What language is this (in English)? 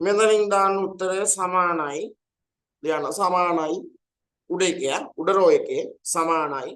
Sinhala